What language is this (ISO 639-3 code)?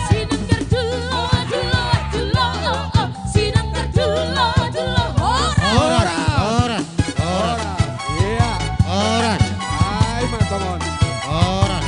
bts